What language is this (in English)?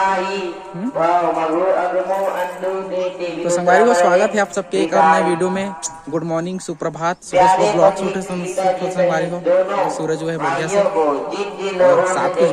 Chhattisgarhi